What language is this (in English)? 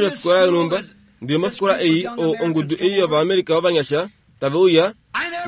Kuanyama